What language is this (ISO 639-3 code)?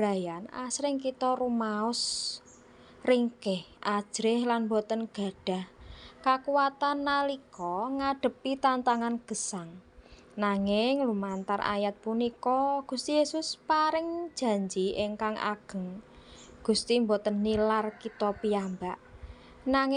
jav